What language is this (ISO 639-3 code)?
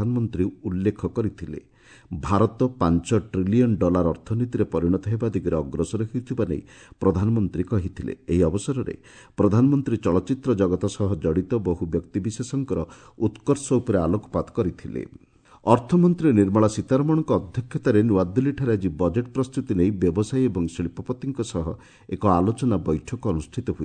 ori